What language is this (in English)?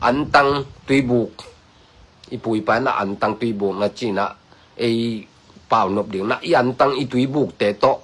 Tedim Chin